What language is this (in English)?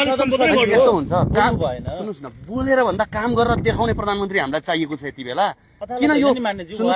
Nepali